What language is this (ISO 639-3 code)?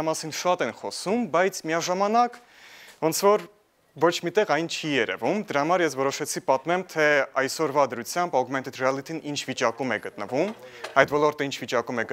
hye